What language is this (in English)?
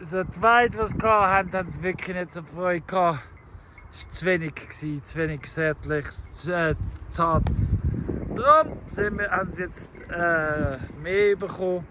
Swiss German